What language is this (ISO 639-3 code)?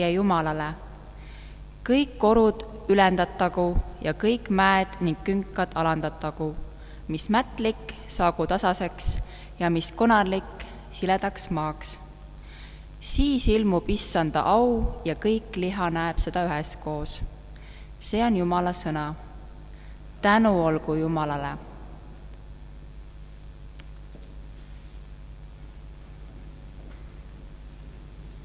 est